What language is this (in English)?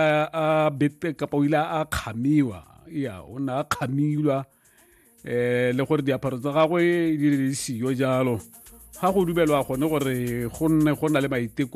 Tswana